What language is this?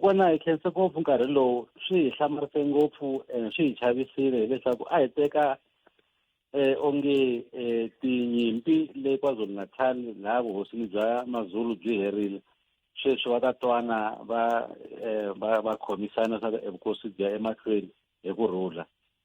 Tsonga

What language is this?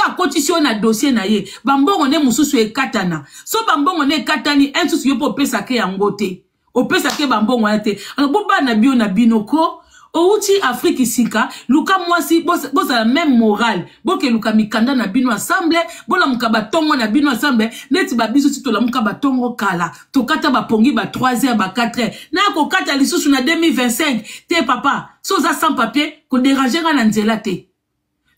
Lingala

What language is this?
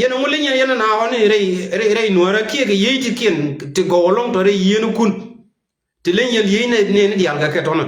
Nuer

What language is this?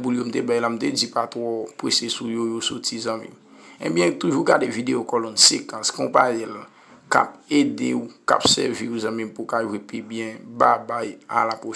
Haitian Creole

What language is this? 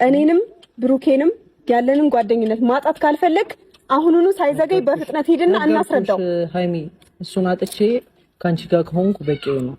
Amharic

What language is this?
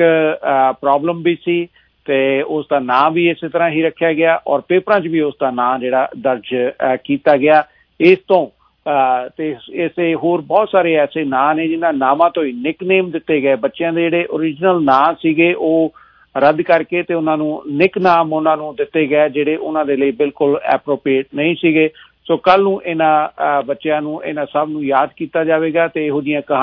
Punjabi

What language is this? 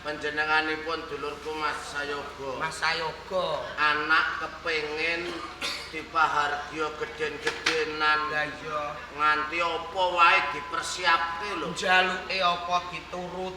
Javanese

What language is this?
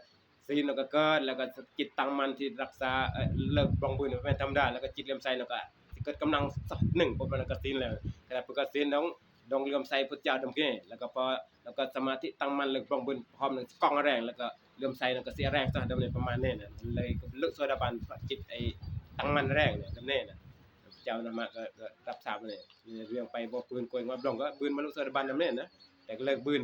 Northeastern Thai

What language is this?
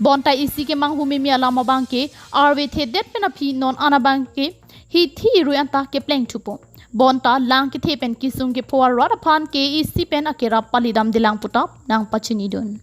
Karbi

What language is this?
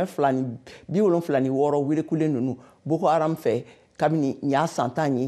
Bambara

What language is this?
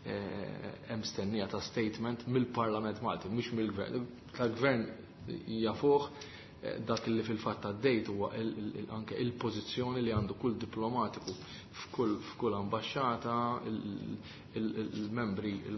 Maltese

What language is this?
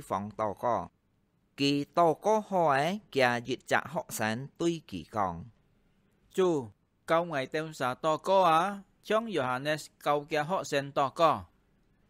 Hakka Chinese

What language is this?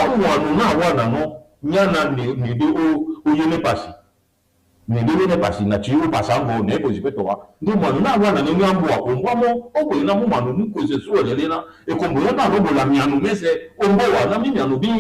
Duala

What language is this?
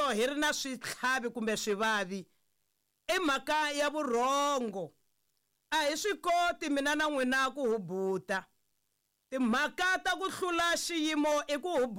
Tsonga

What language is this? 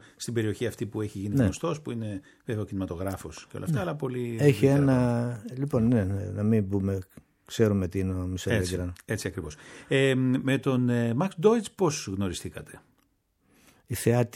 Greek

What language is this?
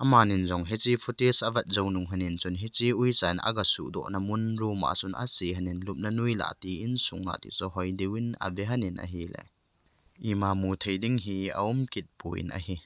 Thado Chin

